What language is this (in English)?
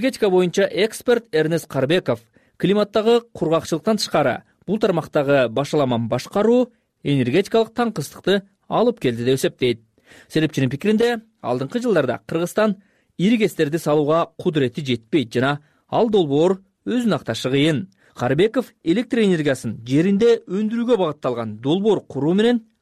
Kyrgyz